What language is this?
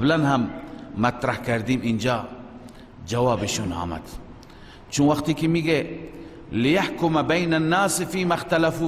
Persian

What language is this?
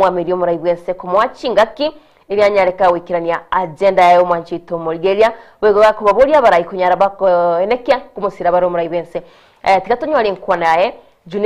Gusii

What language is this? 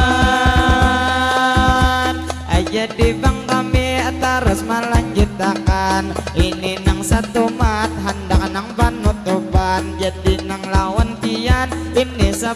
Banjar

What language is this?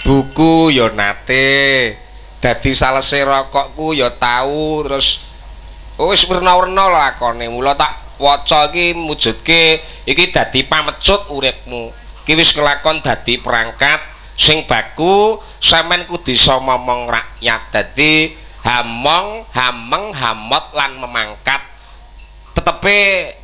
Javanese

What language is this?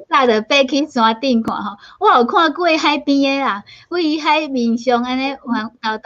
Min Nan Chinese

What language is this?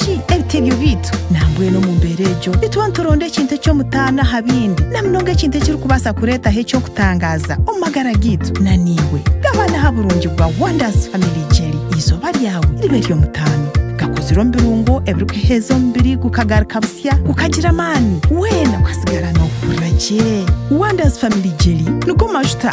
Nyankole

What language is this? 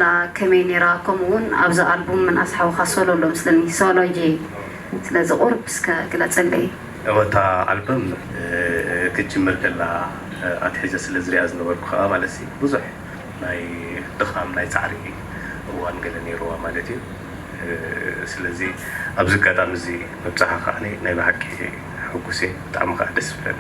Tigrinya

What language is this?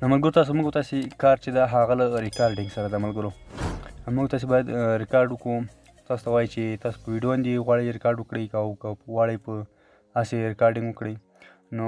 Pashto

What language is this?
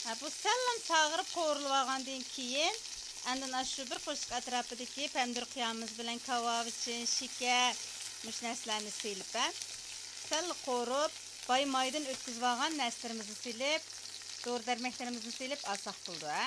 Uyghur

